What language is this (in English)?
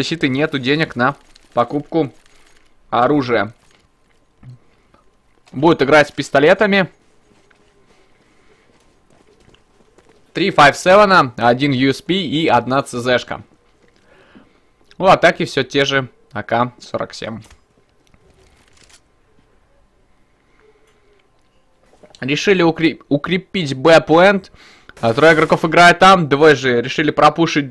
Russian